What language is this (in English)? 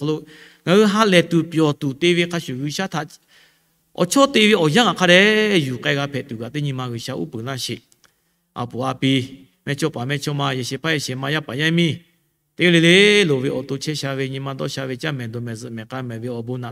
Lahu